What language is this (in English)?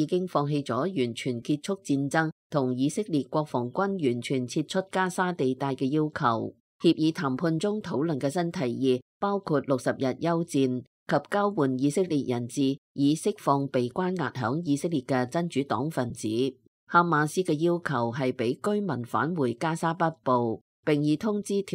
Cantonese